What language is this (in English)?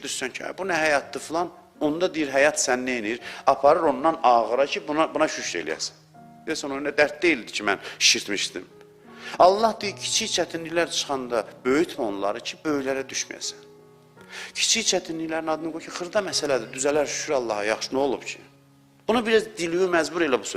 Azerbaijani